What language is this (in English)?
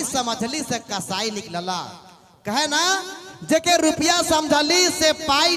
Sadri